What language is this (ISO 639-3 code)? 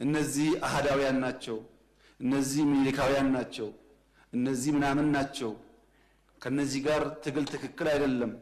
amh